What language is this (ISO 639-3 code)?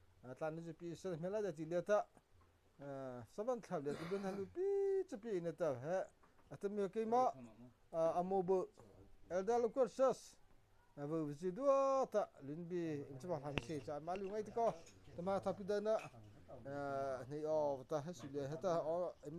mrh